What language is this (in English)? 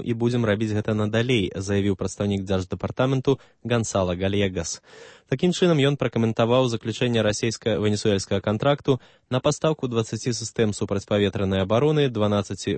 Belarusian